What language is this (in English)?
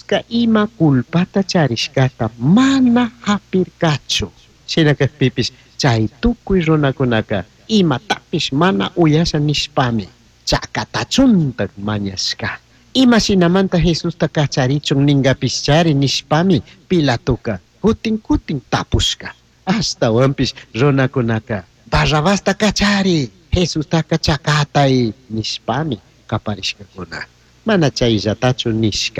Chimborazo Highland Quichua